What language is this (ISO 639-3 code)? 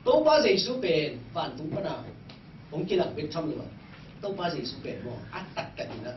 ctd